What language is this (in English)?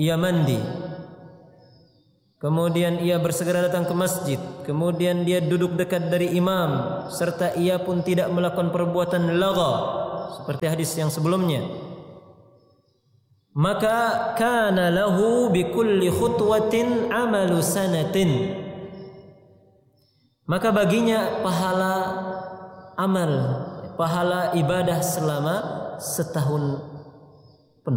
Indonesian